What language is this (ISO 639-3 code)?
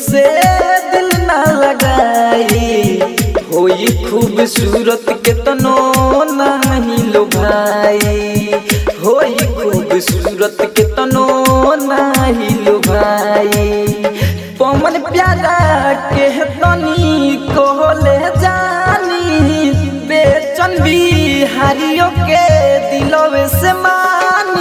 bho